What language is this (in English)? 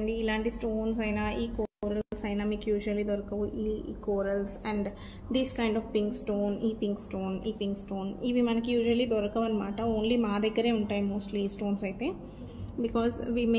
Telugu